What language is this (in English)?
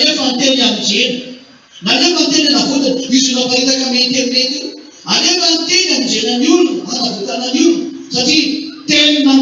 Malagasy